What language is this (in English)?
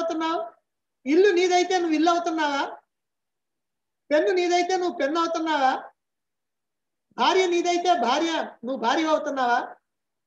Telugu